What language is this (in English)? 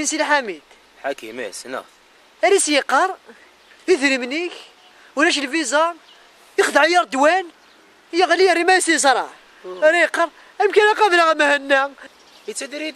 Kabyle